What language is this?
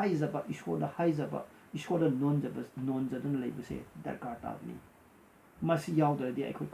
Manipuri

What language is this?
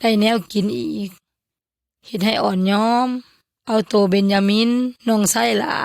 Yoy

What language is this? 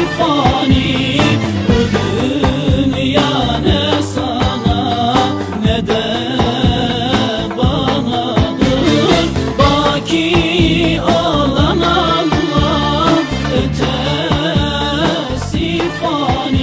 Turkish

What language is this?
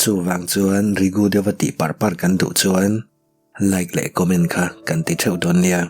Mizo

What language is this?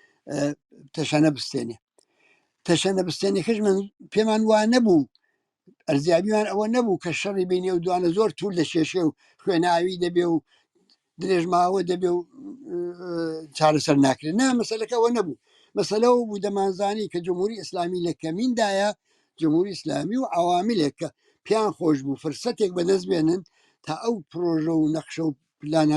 Central Kurdish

